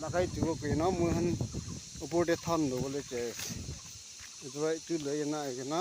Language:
Naga Pidgin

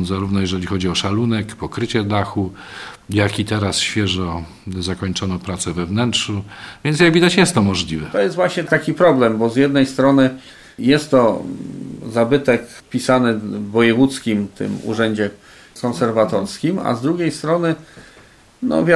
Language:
Polish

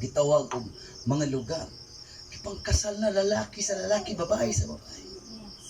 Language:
Cebuano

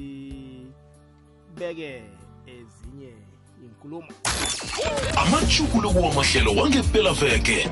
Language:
South Ndebele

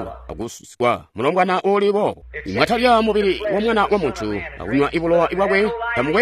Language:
Tonga (Zambia)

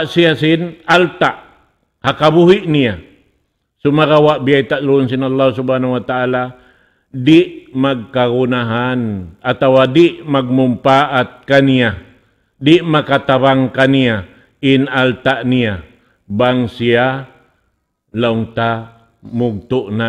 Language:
Tausug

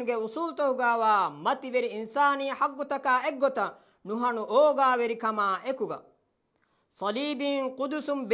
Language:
Divehi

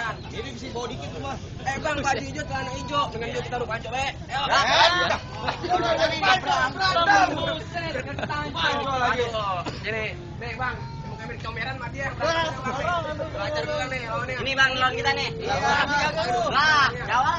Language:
Betawi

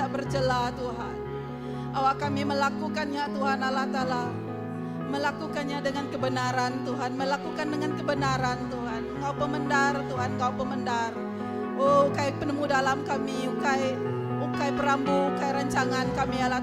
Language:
Iban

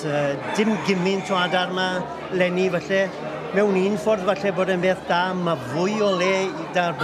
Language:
Welsh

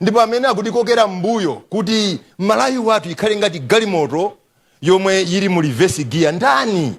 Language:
Nyanja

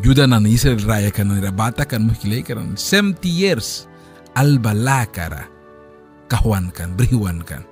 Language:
Mískito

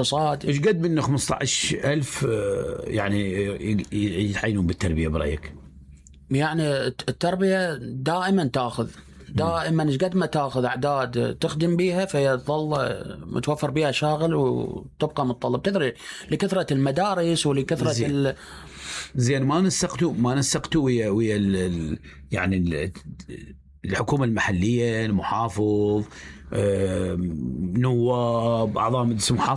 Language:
Mesopotamian Arabic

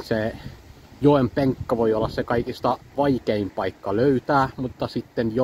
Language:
Finnish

